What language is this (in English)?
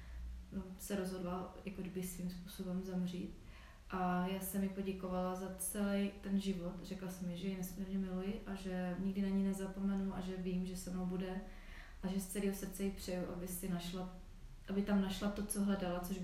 Czech